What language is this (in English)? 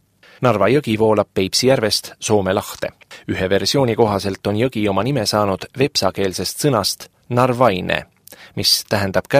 Estonian